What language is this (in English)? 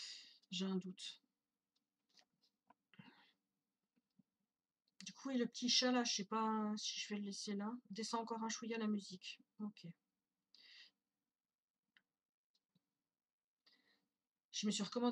French